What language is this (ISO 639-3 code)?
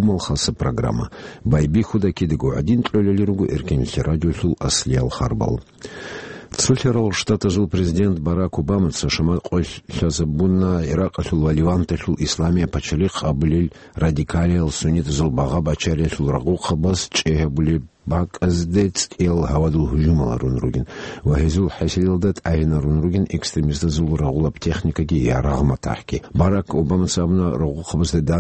ava